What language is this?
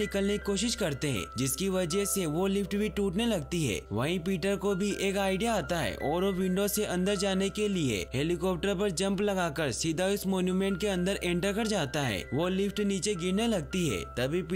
Hindi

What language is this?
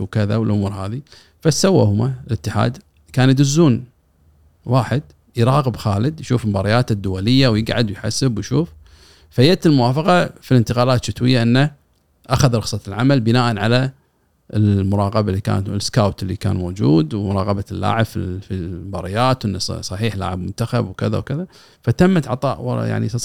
Gulf Arabic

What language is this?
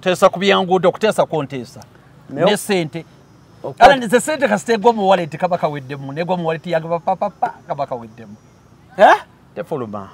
Ganda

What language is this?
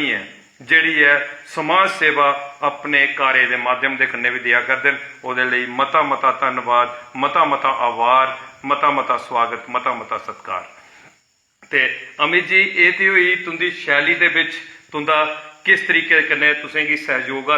Dogri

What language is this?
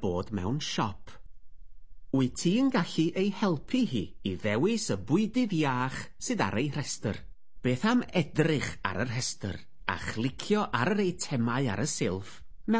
Welsh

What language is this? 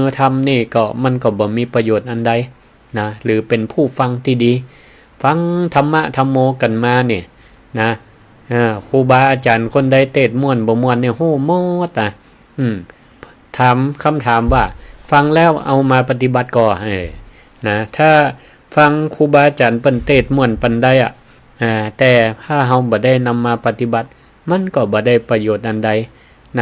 Northern Thai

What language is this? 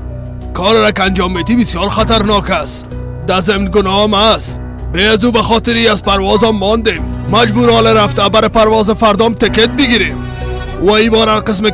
Persian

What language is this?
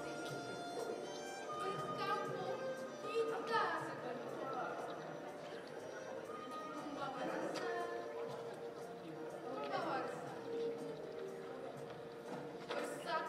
Malay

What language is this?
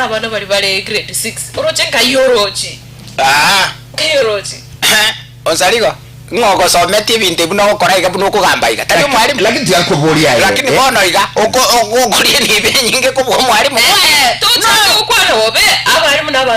Gusii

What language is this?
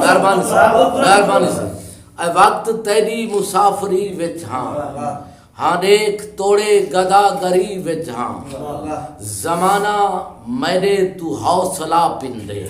Saraiki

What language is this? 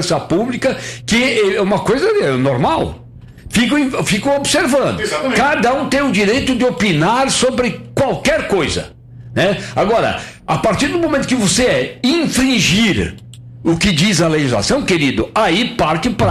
Portuguese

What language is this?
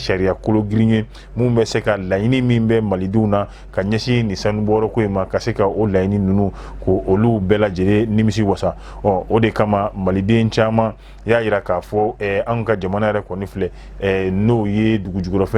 Bambara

